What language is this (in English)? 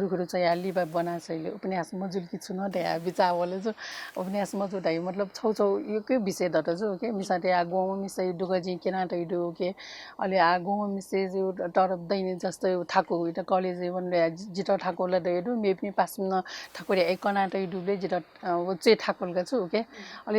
Newari